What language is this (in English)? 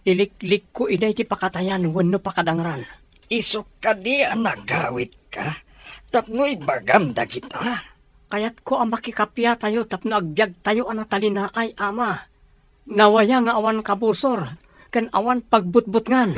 Iloko